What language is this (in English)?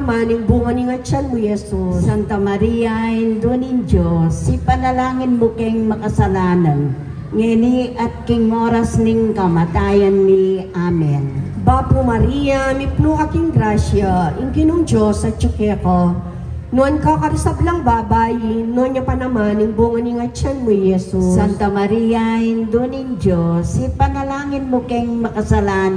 Pampanga